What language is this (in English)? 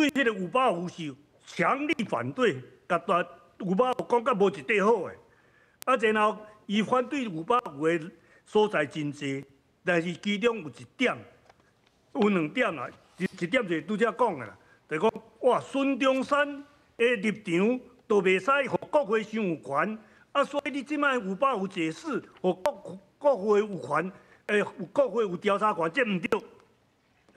Min Nan Chinese